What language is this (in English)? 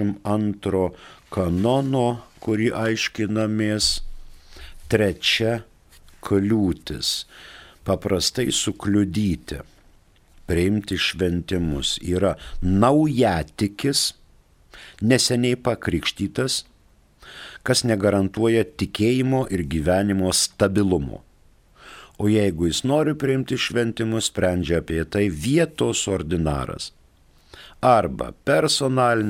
Lithuanian